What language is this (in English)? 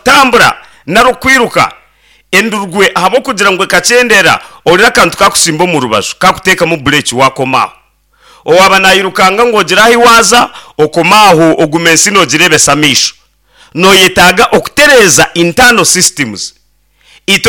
Nyankole